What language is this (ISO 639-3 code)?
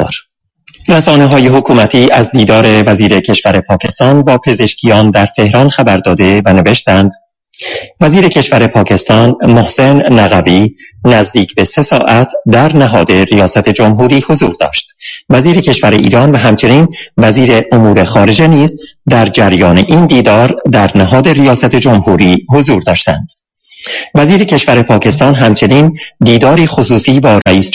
fas